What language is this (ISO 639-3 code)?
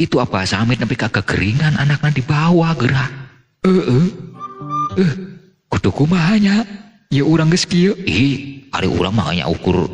sun